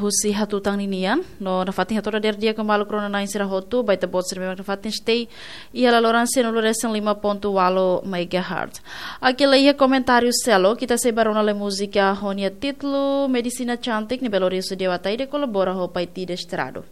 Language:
Tetum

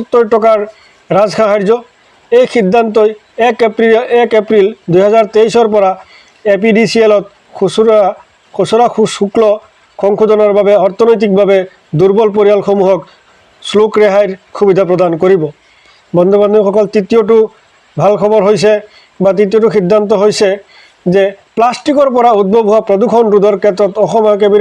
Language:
Assamese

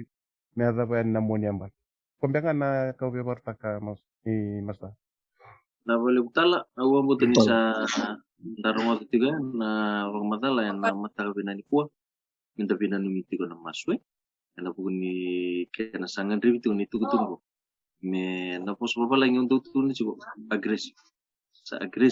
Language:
Fijian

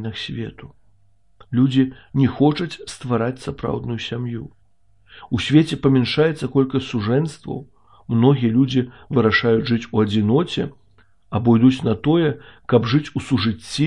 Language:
Belarusian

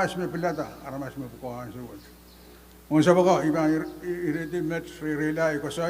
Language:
Pohnpeian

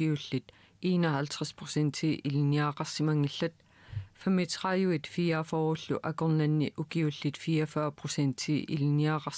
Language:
Kalaallisut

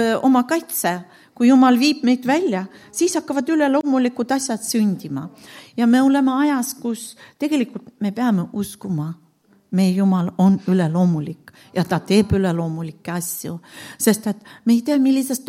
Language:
Estonian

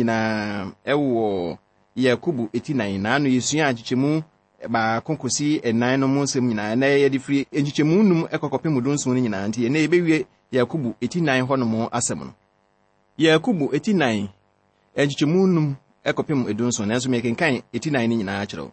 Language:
Akan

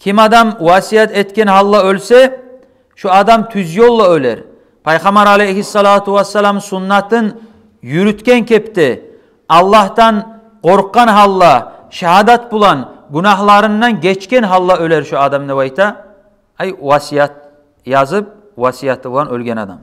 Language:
Kumyk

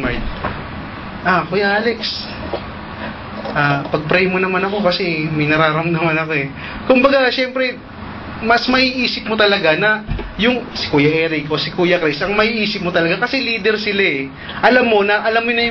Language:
Filipino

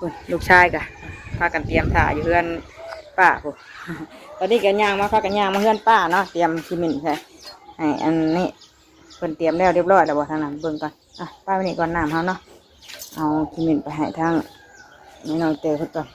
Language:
Northeastern Thai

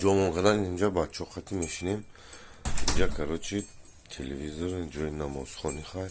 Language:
Tajik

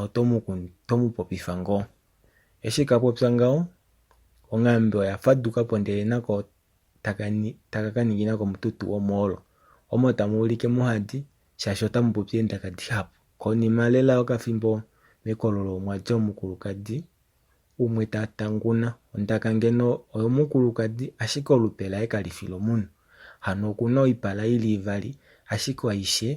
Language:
Kuanyama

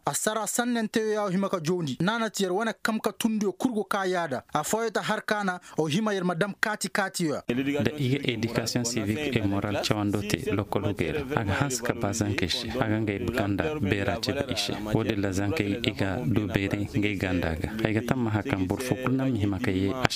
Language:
Koyraboro Senni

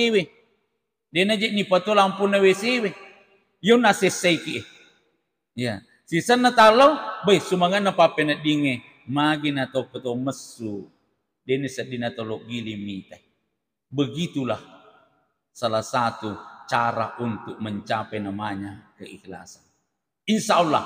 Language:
Buginese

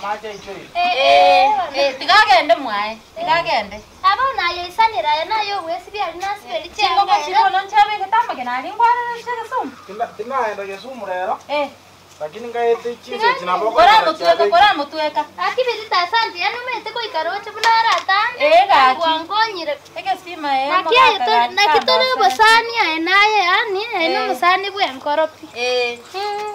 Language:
Gusii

